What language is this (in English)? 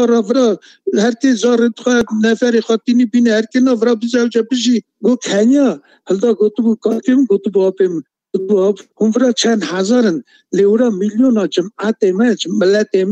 Kurdish